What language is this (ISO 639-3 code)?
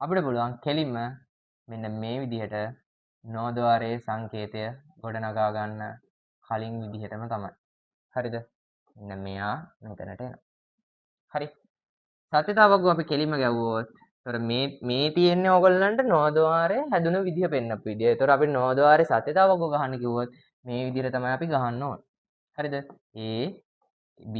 sin